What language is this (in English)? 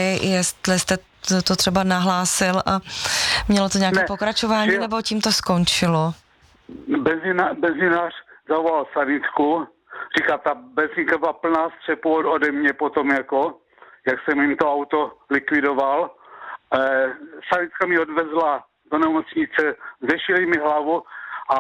Czech